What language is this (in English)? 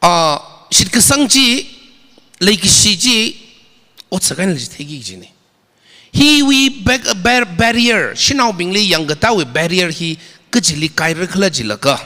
Tangkhul Naga (India)